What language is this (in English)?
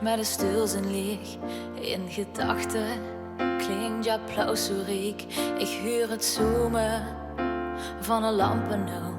Limburgish